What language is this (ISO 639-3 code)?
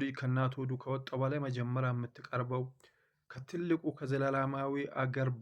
amh